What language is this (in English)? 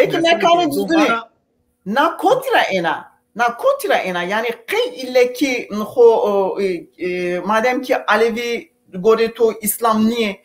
Zaza